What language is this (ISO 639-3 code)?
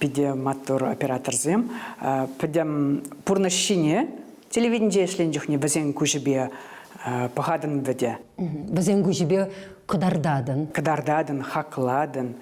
chv